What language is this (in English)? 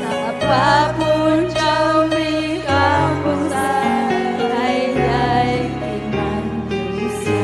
Ayacucho Quechua